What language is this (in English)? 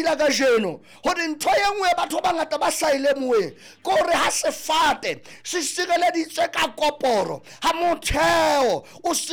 Southern Sotho